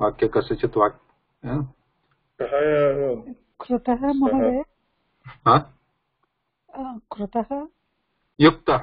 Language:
Sanskrit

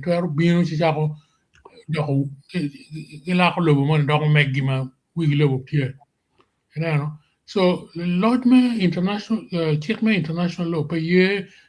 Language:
Acoli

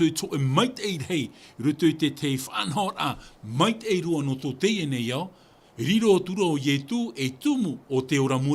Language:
Tahitian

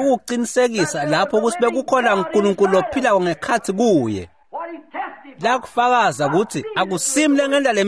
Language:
Swati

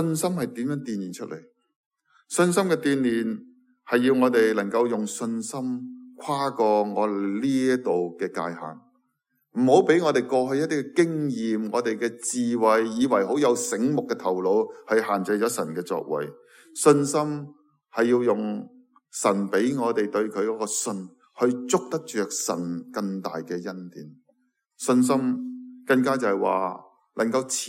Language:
Cantonese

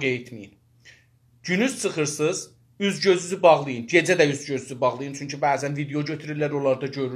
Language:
South Azerbaijani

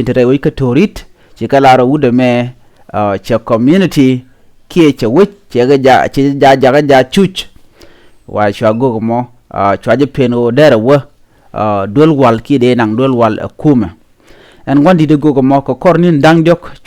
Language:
Nuer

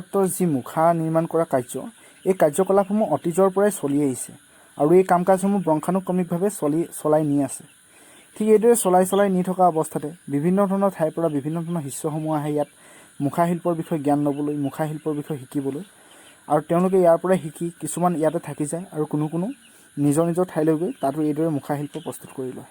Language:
Assamese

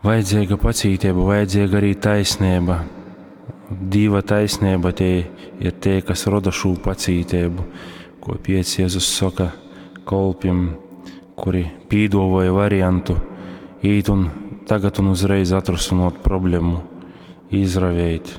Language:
Latgalian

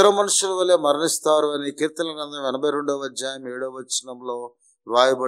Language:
Telugu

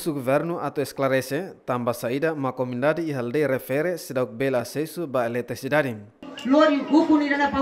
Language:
Tetum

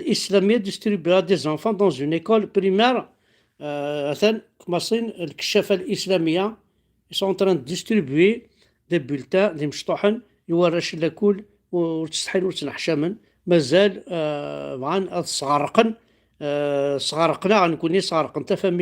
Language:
Kabyle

